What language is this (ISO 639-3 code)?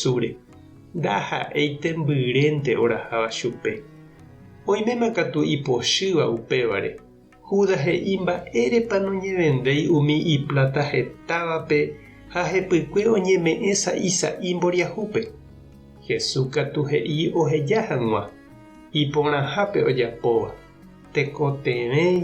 grn